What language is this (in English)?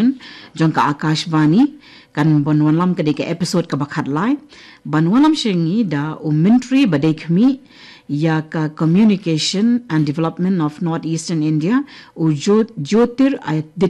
Khasi